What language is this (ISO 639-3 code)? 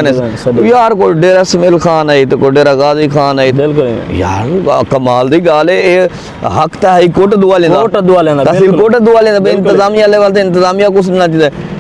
skr